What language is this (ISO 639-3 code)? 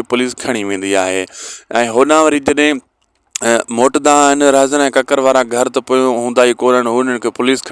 snd